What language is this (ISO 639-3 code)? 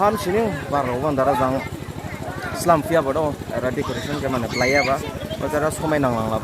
dis